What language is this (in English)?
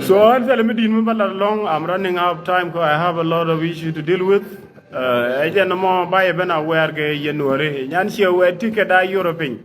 Nuer